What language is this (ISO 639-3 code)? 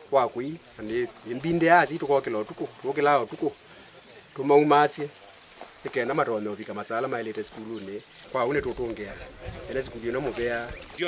kam